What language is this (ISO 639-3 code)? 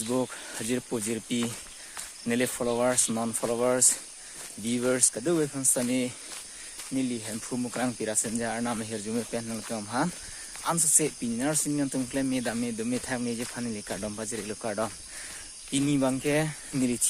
mjw